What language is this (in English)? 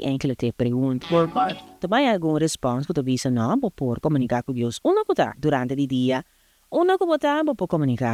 Papiamento